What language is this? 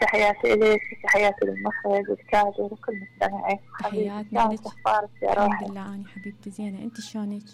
Mesopotamian Arabic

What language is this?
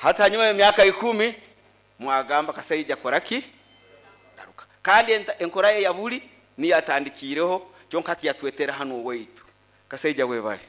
Nyoro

